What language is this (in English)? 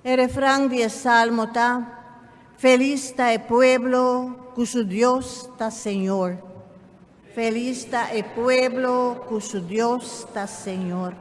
Papiamento